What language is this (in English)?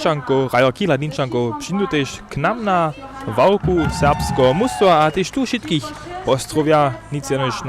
Upper Sorbian